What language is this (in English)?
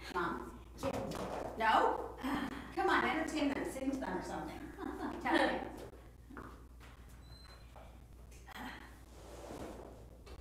English